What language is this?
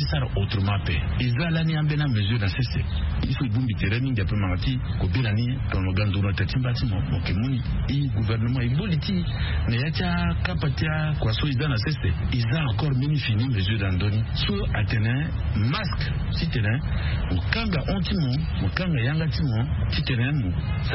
Sango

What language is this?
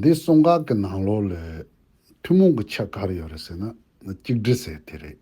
Tibetan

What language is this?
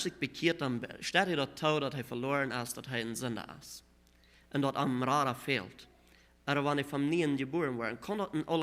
Plautdietsch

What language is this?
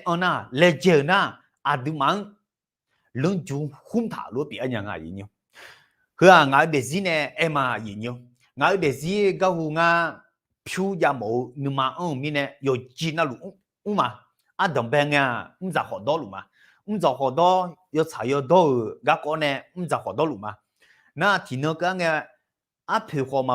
Akha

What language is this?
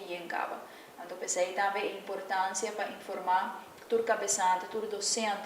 Papiamento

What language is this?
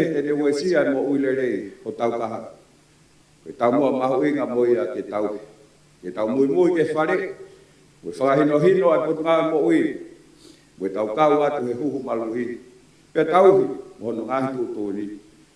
Tongan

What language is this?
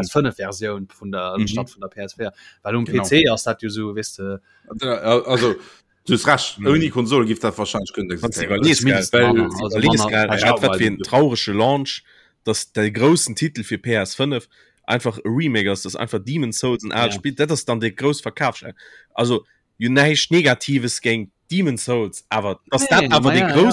Luxembourgish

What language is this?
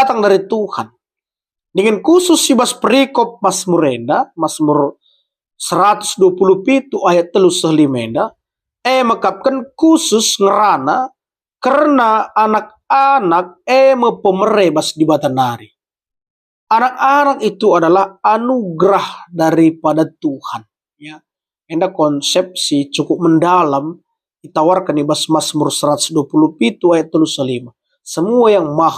Batak Karo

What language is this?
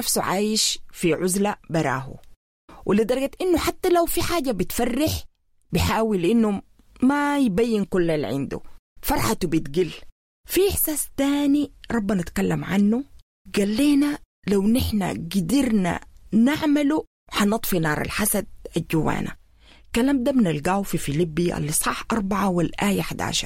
Sudanese Arabic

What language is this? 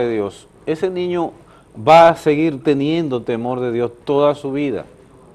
Spanish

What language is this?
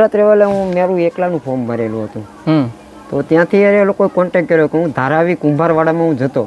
Gujarati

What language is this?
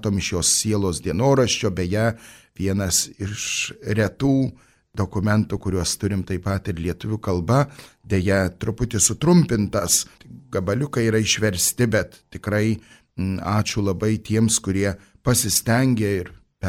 Lithuanian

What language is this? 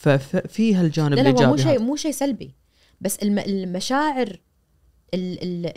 Najdi Arabic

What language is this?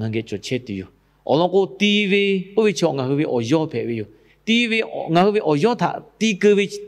Lahu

